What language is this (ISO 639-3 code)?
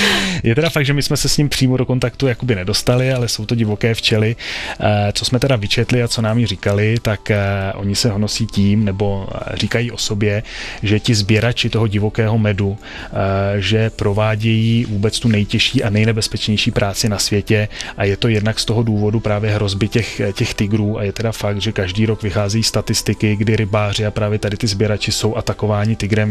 ces